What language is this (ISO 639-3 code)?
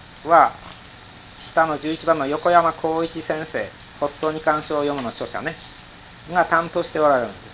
jpn